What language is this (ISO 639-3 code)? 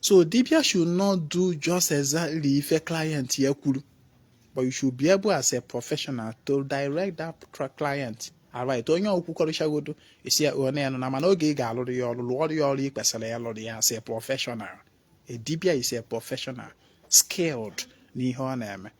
ibo